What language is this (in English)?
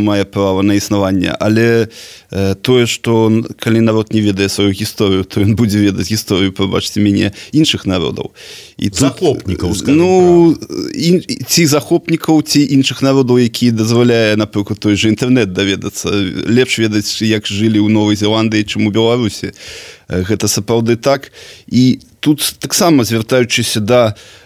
Belarusian